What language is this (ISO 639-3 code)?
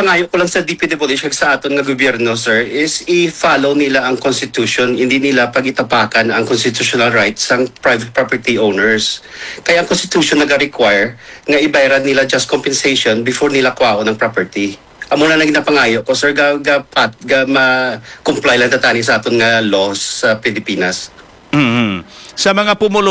hil